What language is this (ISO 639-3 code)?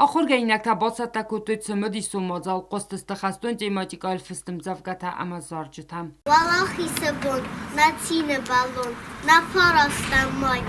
oss